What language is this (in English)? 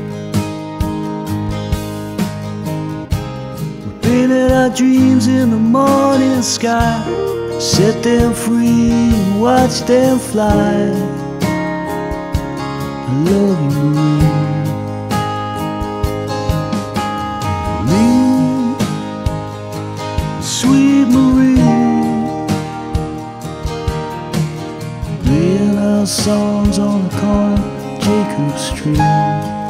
English